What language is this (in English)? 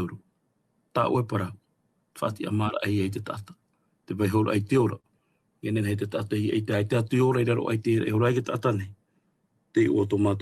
Tahitian